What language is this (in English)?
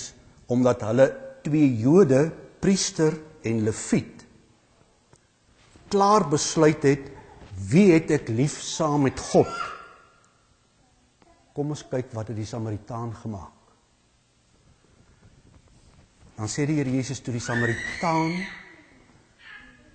Afrikaans